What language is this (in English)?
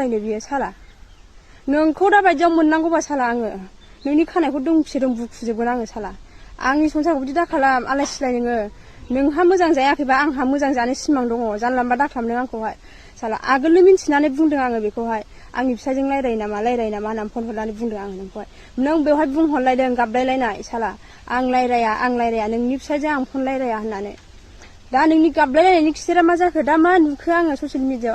Bodo